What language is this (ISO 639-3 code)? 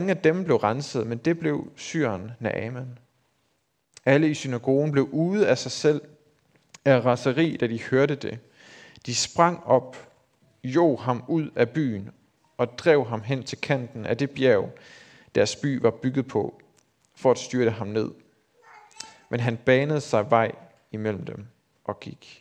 dan